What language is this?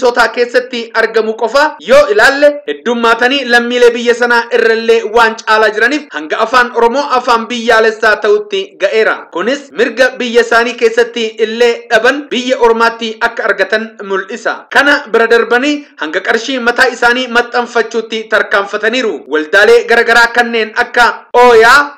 Oromo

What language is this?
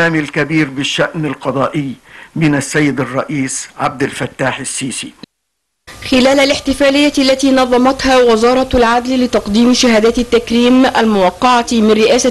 Arabic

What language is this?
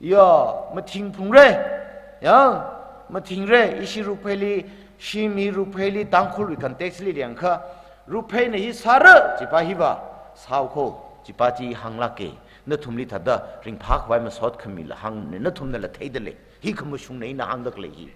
Tangkhul Naga (India)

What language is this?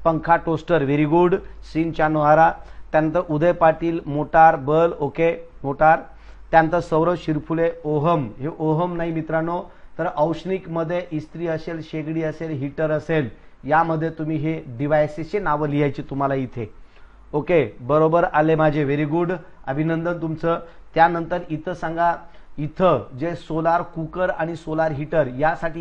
Marathi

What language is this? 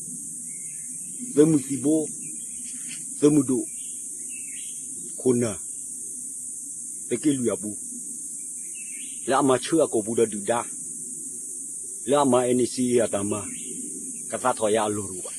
S'gaw Karen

